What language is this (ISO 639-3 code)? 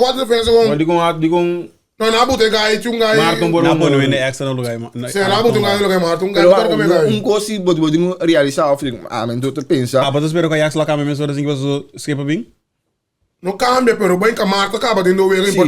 pap